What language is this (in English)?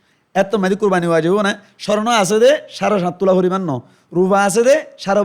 Rohingya